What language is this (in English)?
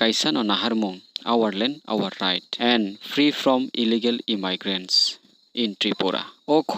Riang (India)